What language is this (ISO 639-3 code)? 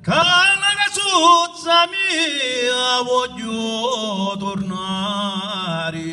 scn